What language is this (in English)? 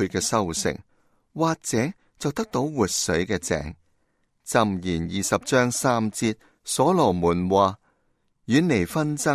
Cantonese